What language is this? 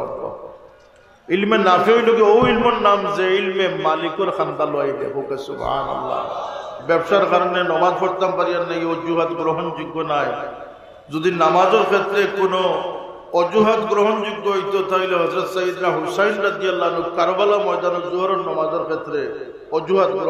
Sylheti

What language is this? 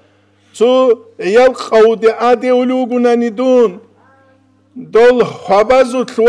Avaric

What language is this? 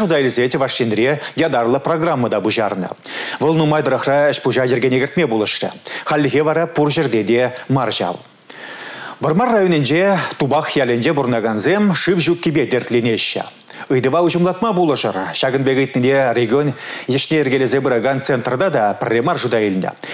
Chuvash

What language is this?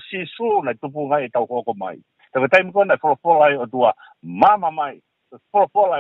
Tongan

